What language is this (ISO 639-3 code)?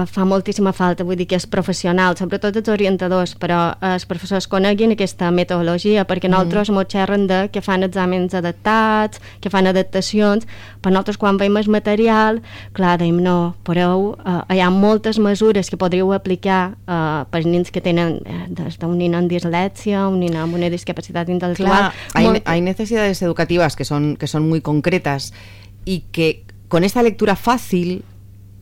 cat